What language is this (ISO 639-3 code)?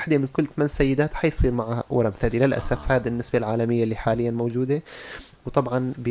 apc